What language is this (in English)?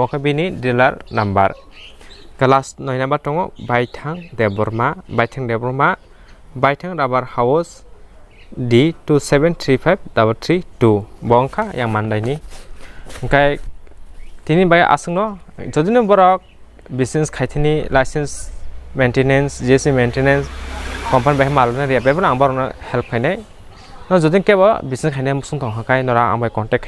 Kok Borok